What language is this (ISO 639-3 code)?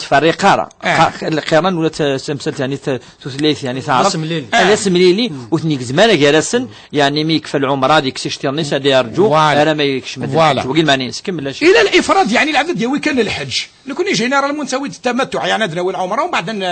kab